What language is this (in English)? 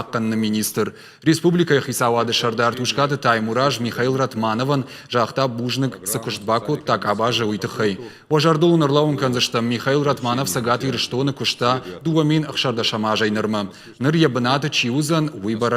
Ossetic